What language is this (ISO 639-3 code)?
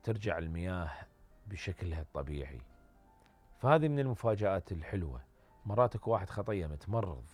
acm